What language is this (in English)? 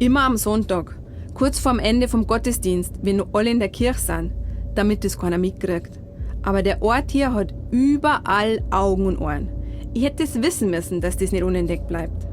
Bavarian